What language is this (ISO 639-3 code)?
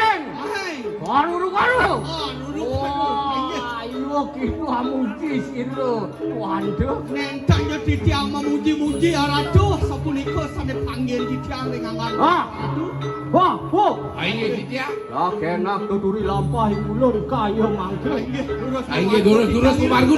ban